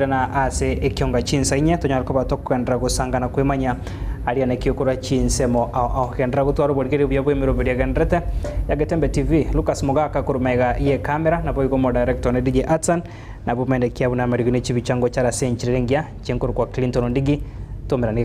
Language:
Gusii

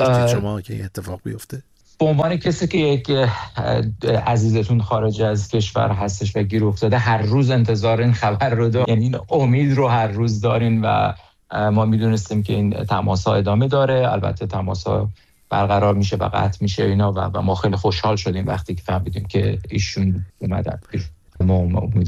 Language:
Persian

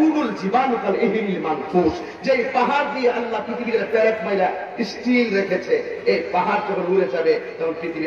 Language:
Bangla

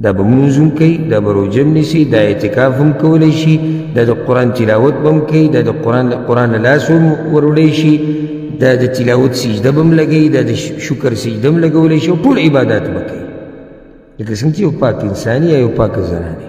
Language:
Pashto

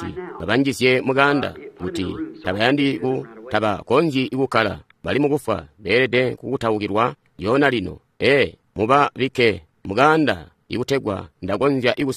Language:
Tonga (Zambia)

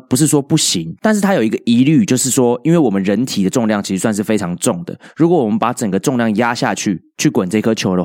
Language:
Chinese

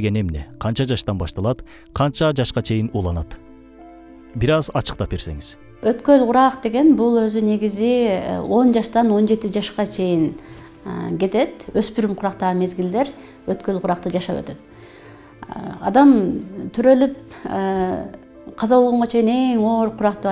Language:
Kyrgyz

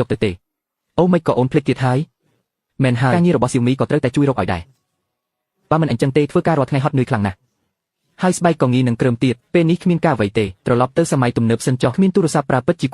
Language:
Khmer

